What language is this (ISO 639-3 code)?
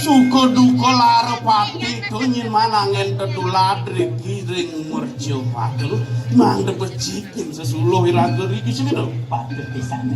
ban